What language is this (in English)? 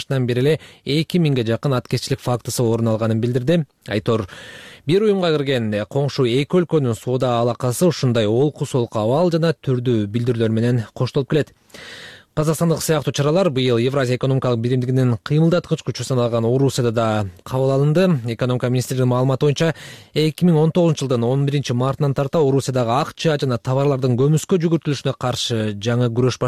Kyrgyz